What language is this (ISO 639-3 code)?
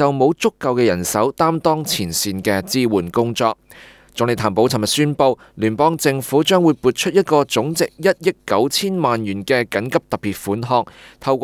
yue